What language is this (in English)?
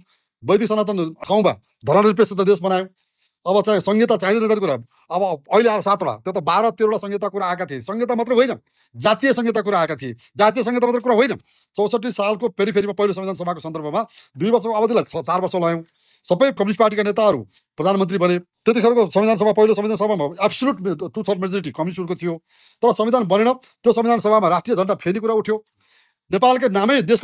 Nepali